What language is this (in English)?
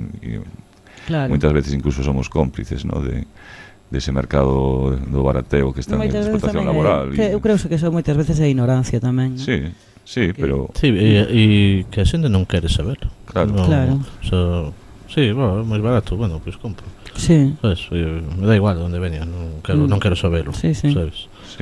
Galician